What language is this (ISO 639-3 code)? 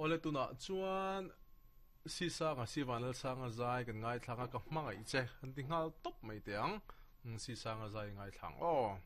lus